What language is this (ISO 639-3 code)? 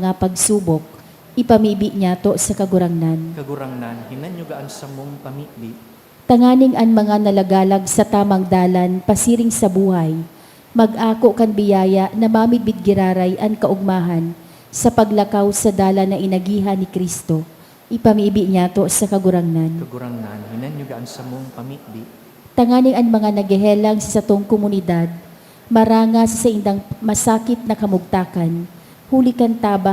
bik